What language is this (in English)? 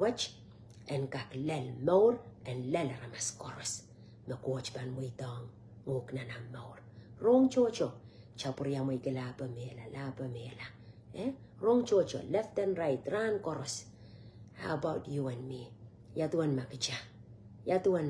Pohnpeian